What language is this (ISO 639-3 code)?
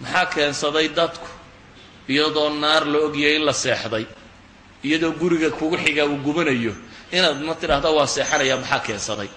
som